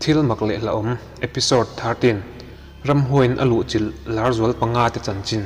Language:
Mizo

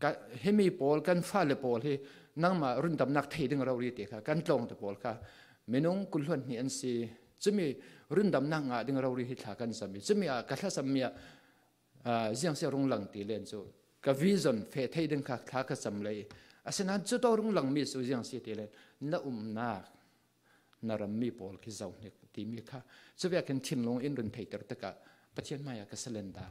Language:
Falam Chin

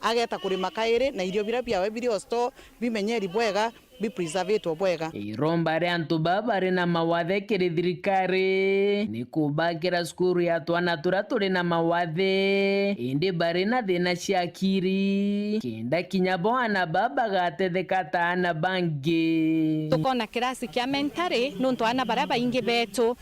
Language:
Meru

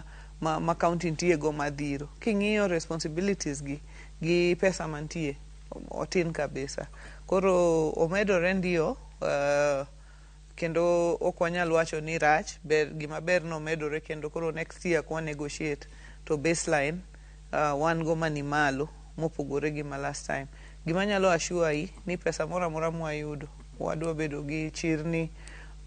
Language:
Luo (Kenya and Tanzania)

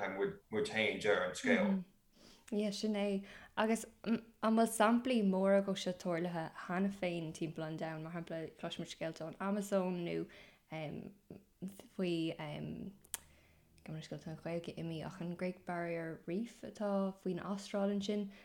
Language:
Irish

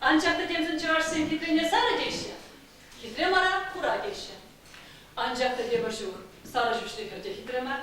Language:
Chuvash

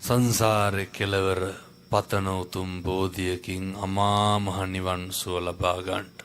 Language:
Sinhala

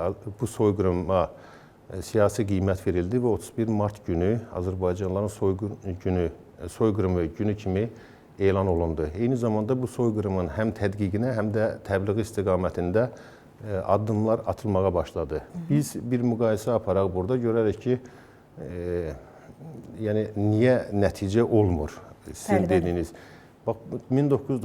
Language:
Azerbaijani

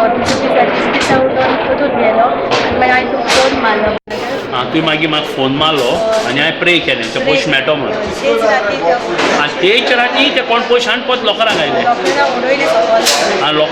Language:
Konkani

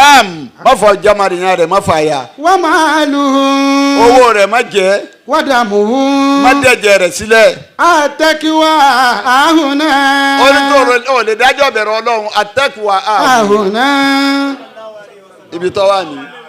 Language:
Yoruba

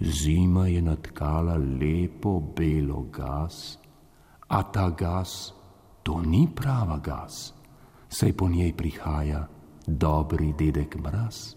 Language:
Slovenian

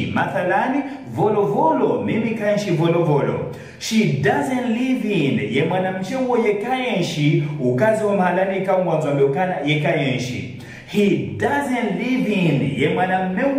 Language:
Ngazidja Comorian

